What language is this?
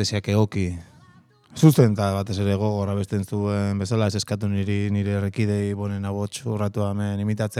Basque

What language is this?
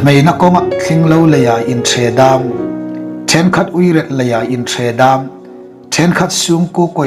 Hmar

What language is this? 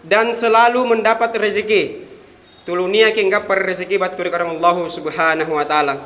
Makasar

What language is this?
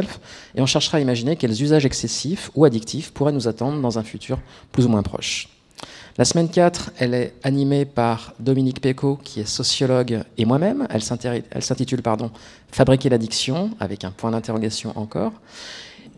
French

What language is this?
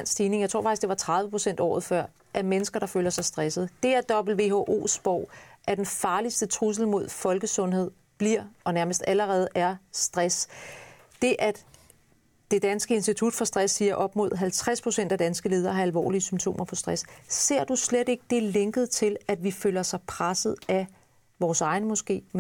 Danish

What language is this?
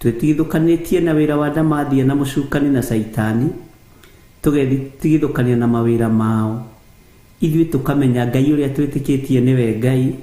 Kikuyu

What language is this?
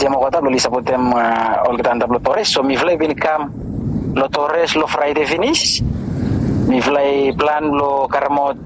Bislama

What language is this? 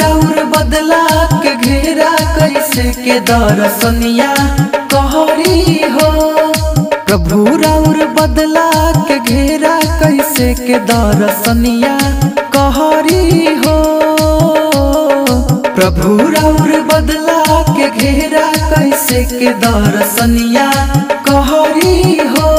Bhojpuri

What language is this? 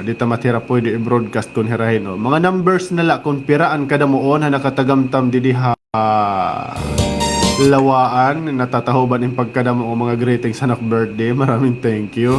Waray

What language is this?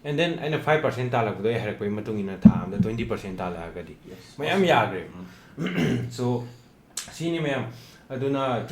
Manipuri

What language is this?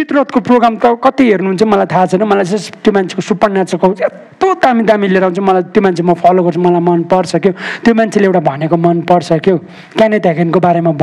Nepali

